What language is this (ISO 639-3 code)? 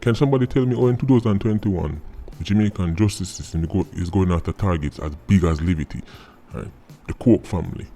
jam